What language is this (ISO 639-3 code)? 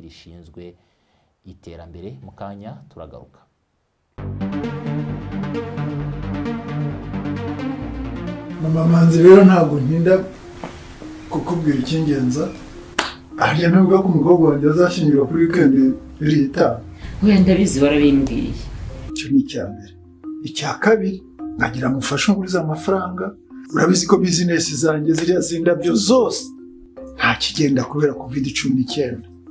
kin